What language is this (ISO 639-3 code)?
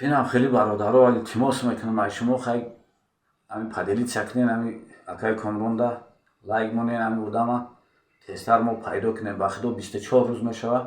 tgk